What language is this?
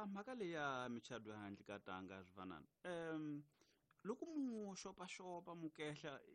Tsonga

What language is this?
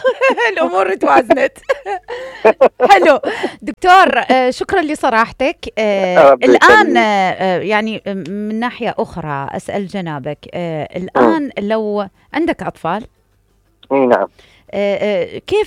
Mesopotamian Arabic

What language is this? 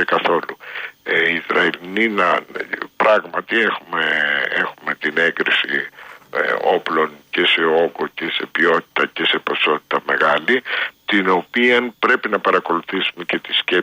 Greek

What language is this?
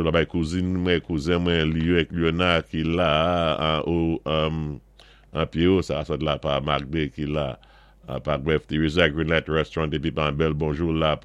Saint Lucian Creole French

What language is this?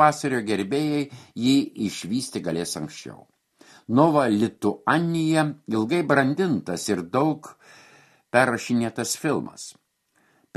Lithuanian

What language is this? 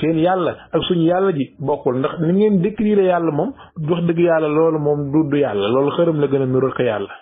Wolof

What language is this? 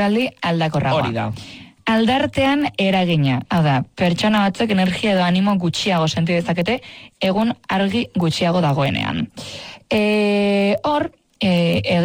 Basque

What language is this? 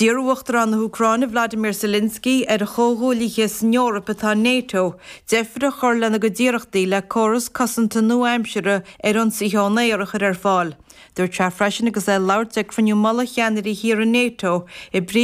Irish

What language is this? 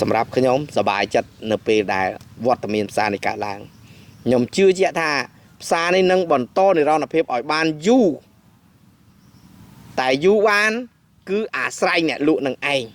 Khmer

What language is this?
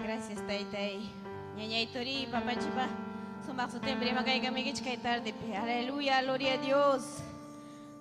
Ayacucho Quechua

